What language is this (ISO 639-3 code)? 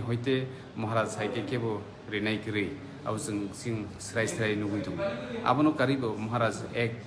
trp